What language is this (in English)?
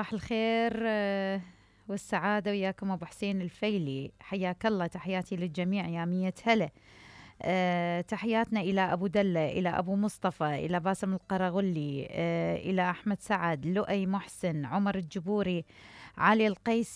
Mesopotamian Arabic